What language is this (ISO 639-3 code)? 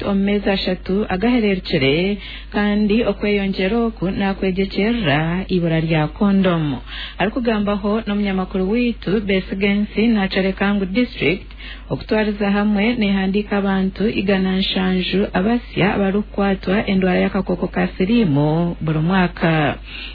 nyn